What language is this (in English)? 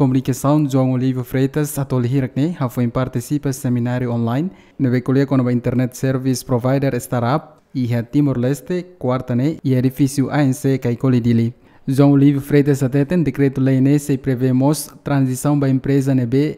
Tetum